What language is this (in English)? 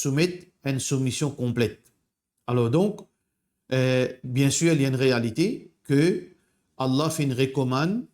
Morisyen